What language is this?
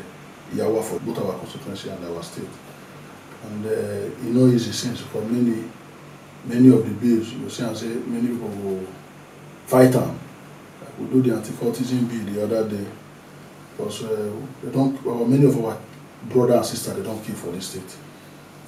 Nigerian Pidgin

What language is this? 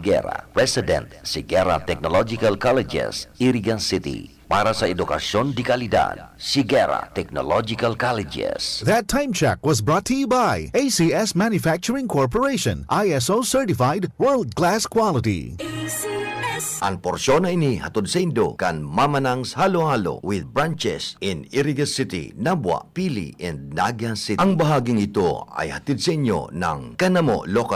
Bikol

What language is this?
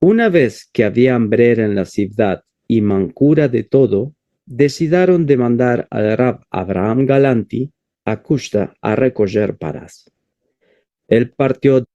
Ladino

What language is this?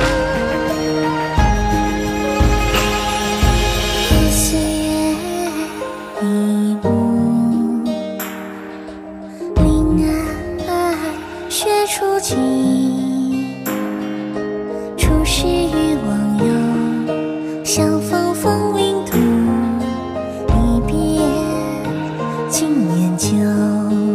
Chinese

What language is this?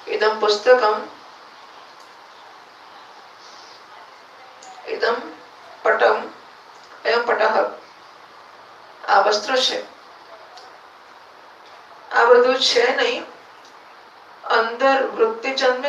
Gujarati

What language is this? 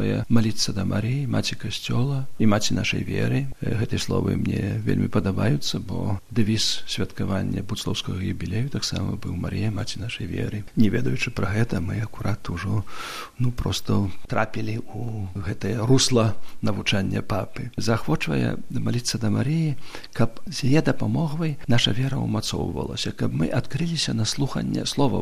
Belarusian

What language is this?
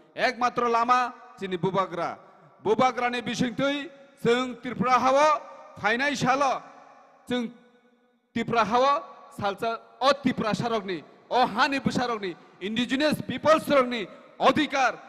Kok Borok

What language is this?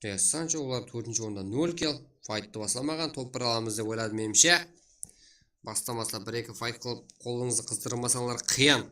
Kara-Kalpak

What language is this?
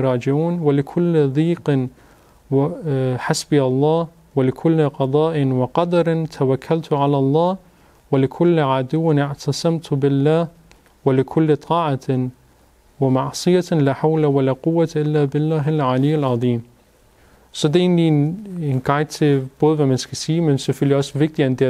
Danish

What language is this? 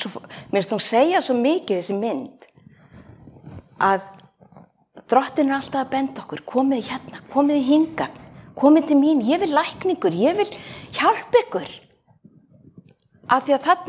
Icelandic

